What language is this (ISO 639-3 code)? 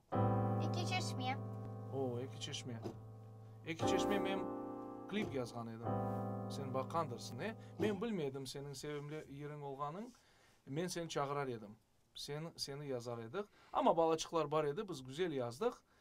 crh